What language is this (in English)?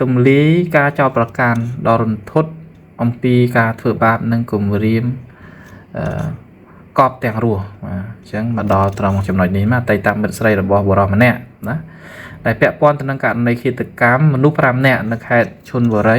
Khmer